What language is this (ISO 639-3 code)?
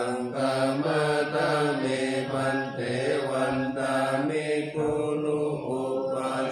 pli